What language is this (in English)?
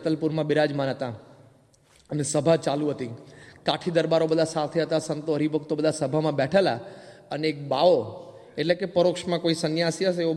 Gujarati